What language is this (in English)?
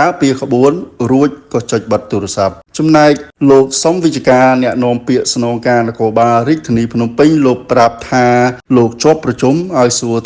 Khmer